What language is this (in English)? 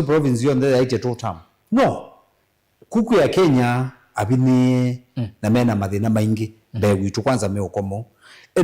Kamba